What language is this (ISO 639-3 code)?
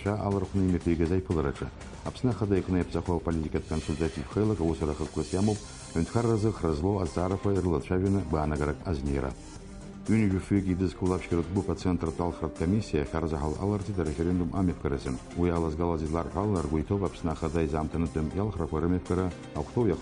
abk